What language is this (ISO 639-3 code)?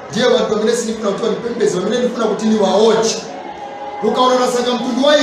nya